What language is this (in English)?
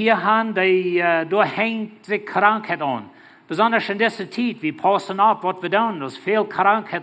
Plautdietsch